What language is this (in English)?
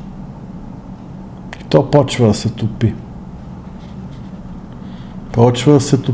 Bulgarian